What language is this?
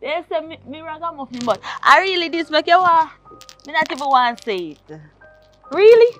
Jamaican Creole English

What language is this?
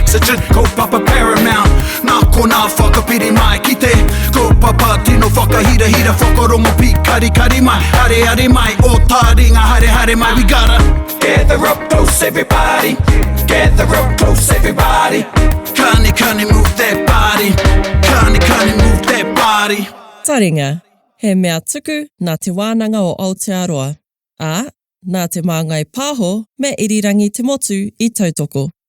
Māori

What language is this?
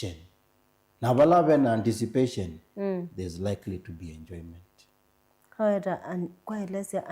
Kamba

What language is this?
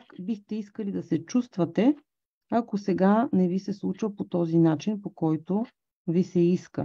Bulgarian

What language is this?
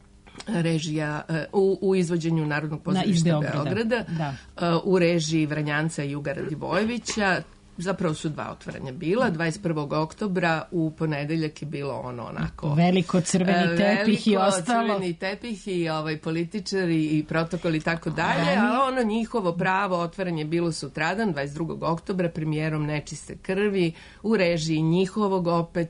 Serbian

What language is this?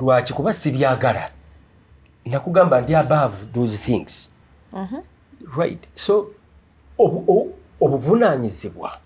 Ganda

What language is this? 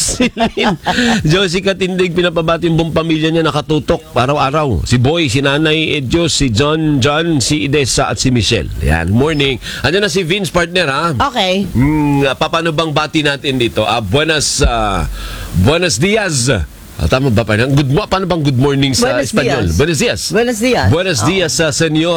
Filipino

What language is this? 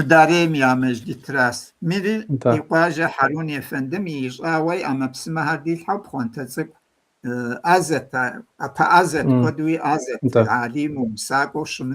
Kabardian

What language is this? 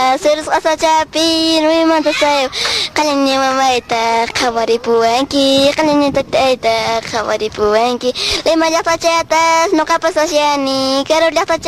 Quechua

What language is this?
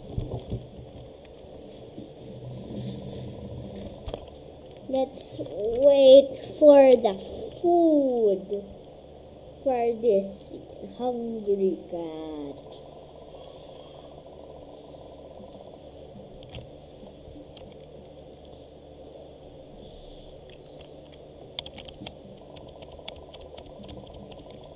English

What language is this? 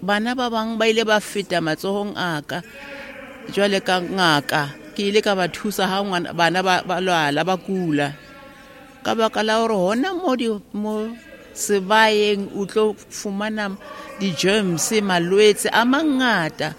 Southern Sotho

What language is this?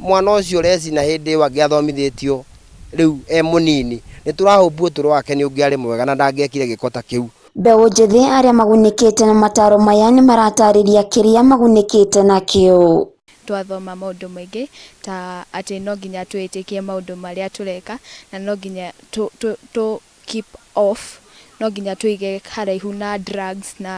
Kikuyu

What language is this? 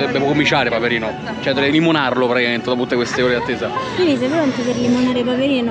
Italian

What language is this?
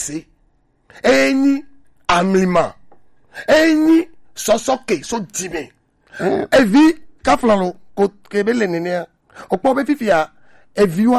Gen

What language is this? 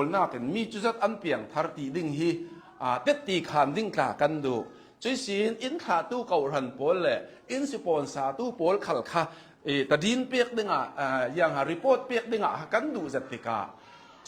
Hakha Chin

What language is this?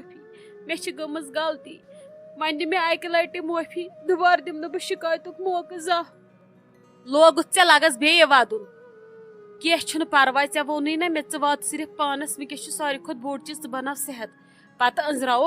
Kashmiri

